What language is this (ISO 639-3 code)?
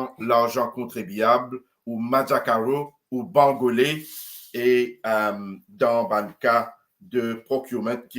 mfe